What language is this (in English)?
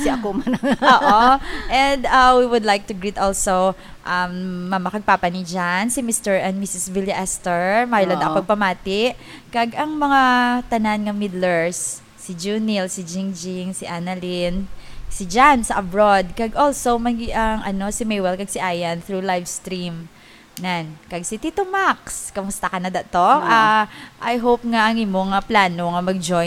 Hiligaynon